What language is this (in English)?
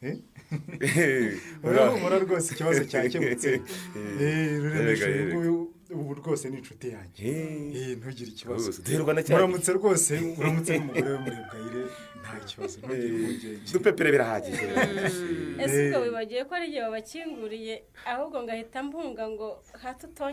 Kinyarwanda